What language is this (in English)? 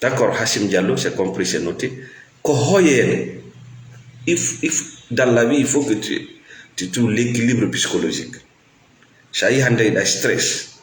Fula